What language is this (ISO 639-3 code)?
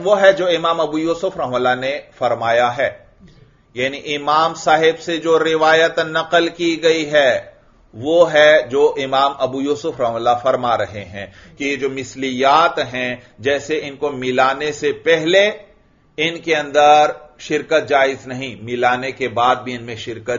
urd